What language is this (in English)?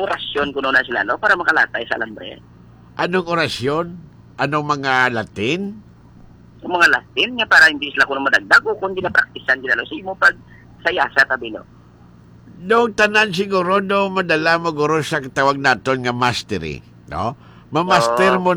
Hiligaynon